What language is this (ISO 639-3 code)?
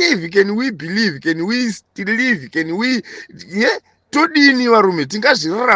sna